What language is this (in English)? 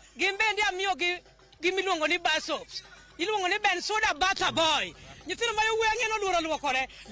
Luo (Kenya and Tanzania)